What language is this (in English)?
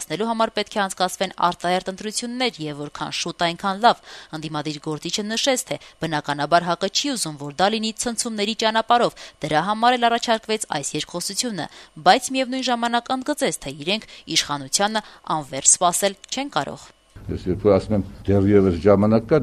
Armenian